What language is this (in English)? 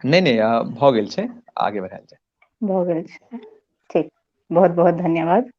Maithili